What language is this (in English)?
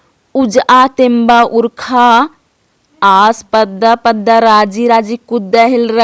Kurukh